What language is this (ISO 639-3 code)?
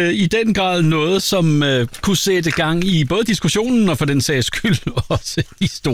dan